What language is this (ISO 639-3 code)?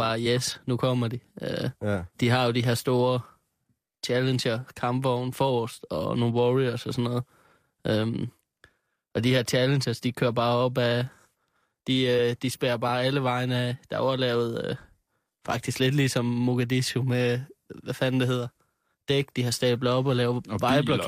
dan